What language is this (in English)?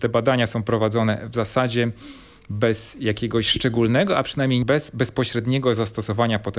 Polish